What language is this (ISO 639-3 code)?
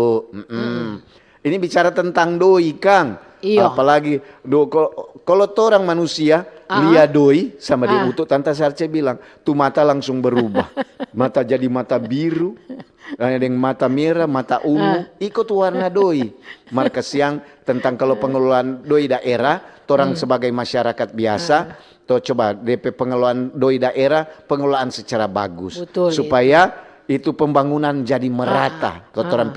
xmm